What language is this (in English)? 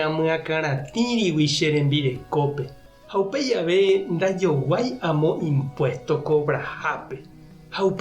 Guarani